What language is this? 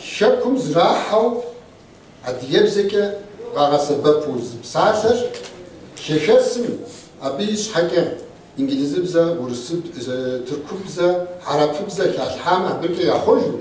Kabardian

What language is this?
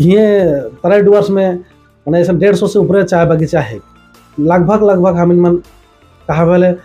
Sadri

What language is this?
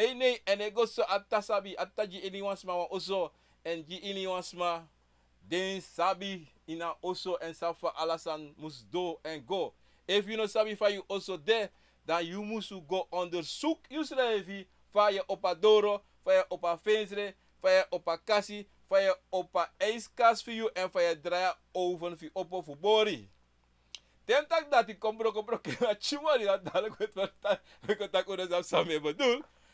Sranan Tongo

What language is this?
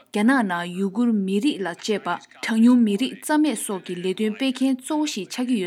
Tibetan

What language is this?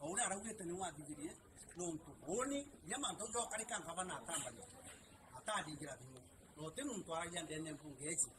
Meru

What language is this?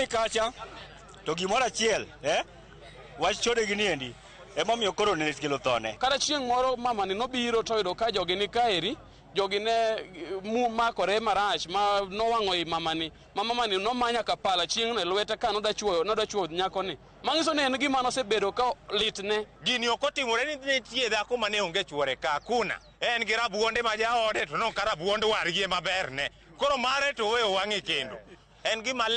Luo (Kenya and Tanzania)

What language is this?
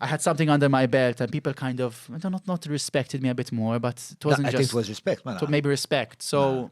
English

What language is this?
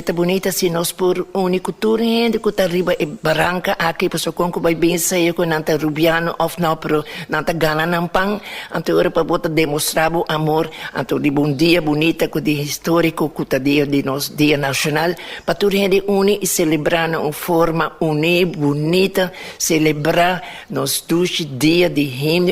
Papiamento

